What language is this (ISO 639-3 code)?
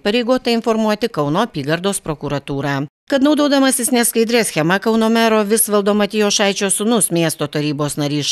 lit